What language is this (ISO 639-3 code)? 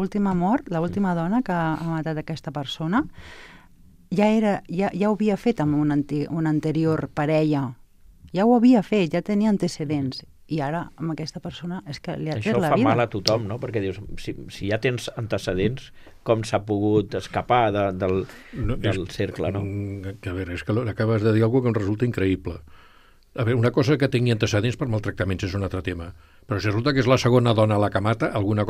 cat